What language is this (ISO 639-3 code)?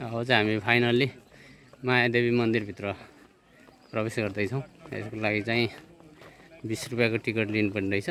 nep